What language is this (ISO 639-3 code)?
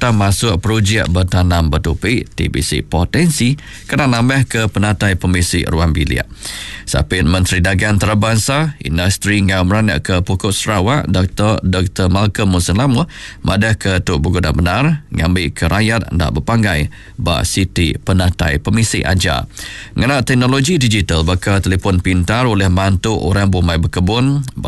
iba